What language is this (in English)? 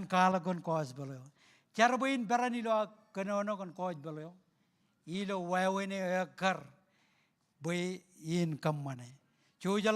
Marshallese